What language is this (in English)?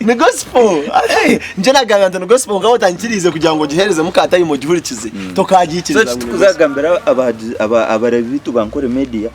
Nyankole